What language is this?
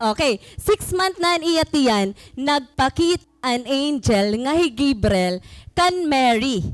Waray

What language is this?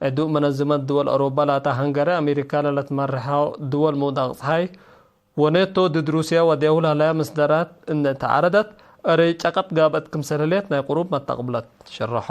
Tigre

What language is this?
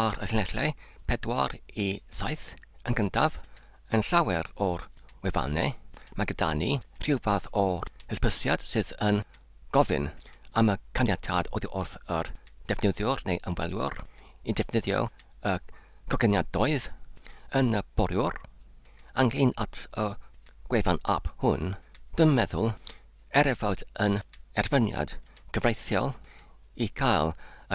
Welsh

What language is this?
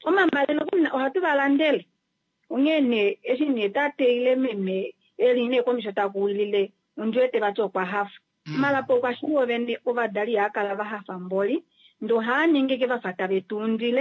Kuanyama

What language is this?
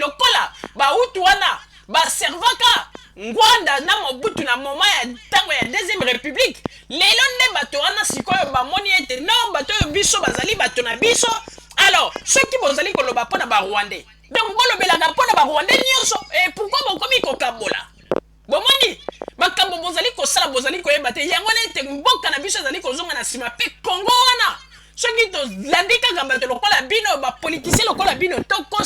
Lingala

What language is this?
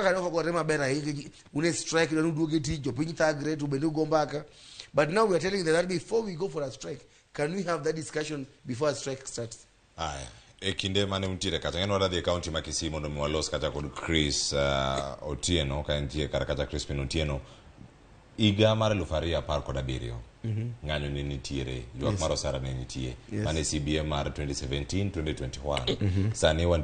Luo (Kenya and Tanzania)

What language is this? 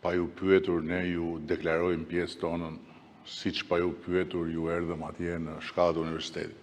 Albanian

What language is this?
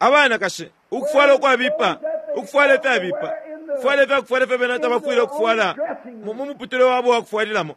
Bemba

